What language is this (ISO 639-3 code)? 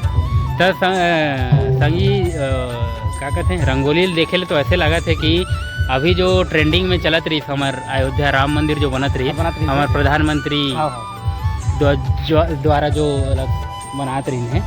hne